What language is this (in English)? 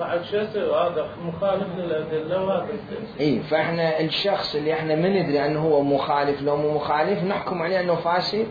Mesopotamian Arabic